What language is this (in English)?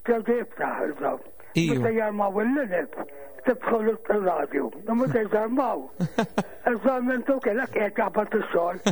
Maltese